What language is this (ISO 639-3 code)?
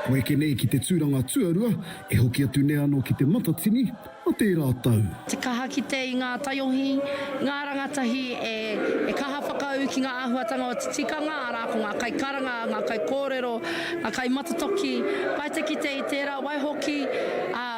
mri